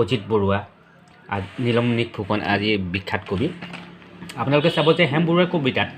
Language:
Assamese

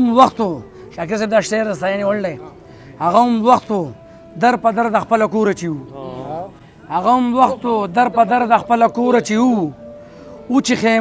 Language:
Pashto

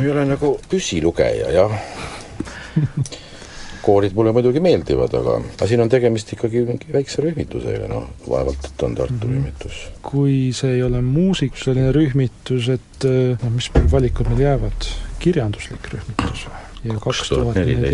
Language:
Estonian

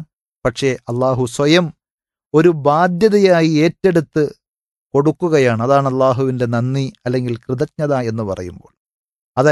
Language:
Malayalam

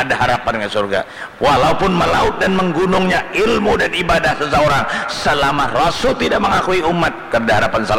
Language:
Banjar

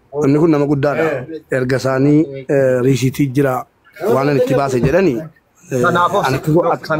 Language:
Oromo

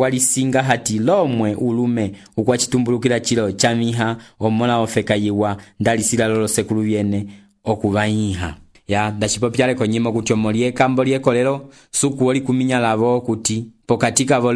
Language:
Umbundu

